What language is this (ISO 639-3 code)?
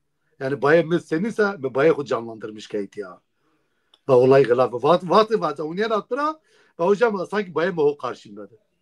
zza